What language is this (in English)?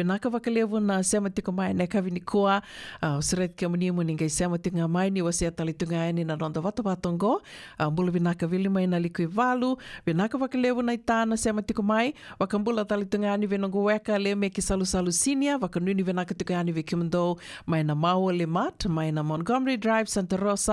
Fijian